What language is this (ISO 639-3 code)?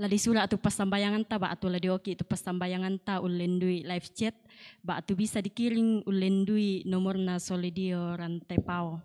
sda